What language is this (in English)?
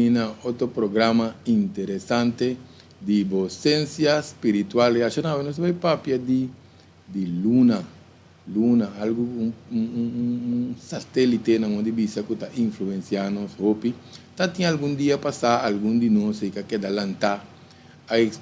Papiamento